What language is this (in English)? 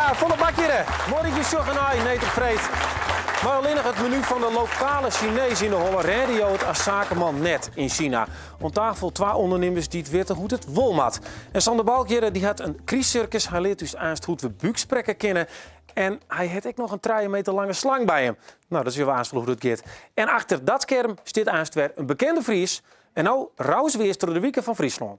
Western Frisian